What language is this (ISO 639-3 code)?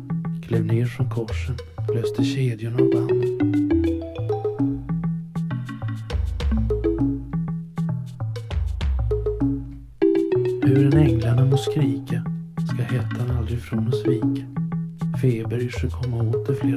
swe